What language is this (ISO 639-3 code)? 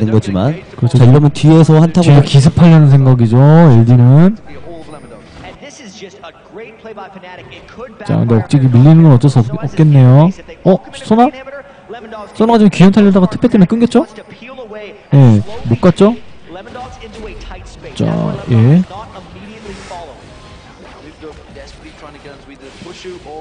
kor